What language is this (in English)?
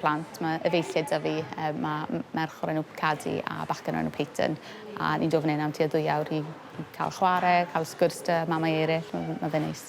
Welsh